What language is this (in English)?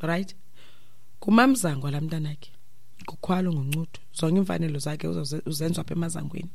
Xhosa